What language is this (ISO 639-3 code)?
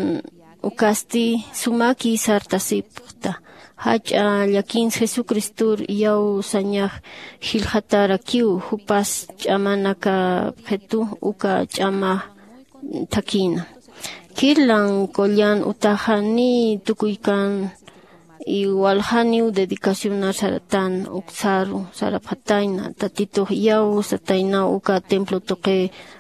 aym